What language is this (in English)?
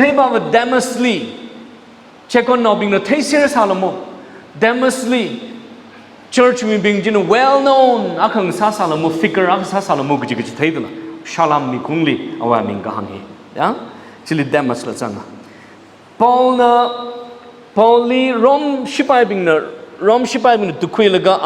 Tangkhul Naga (India)